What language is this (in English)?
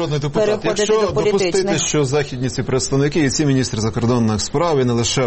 Ukrainian